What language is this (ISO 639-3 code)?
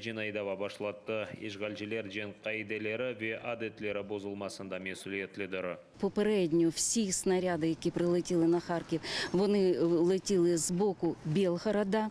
crh